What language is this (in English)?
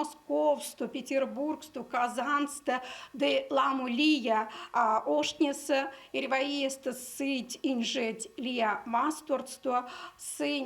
Erzya